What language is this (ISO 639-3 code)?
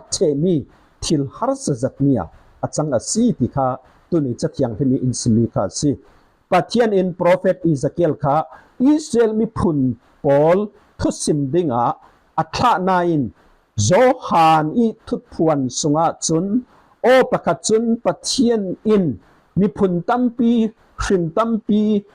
cfm